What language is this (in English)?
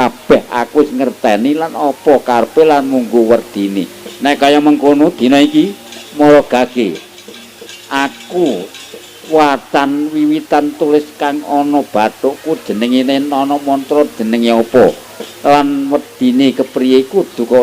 Javanese